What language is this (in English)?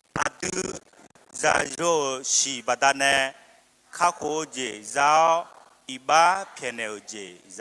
Akha